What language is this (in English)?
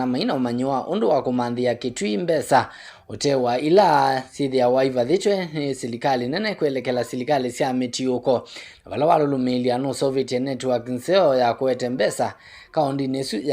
Kamba